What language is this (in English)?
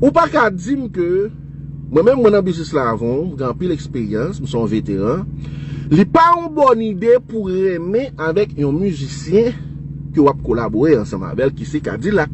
Haitian Creole